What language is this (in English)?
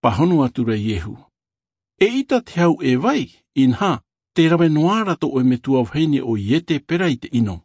Albanian